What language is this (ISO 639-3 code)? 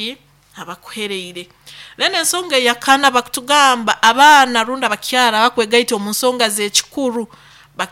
nyo